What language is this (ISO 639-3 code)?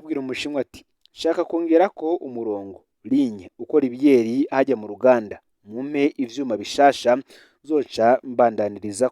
run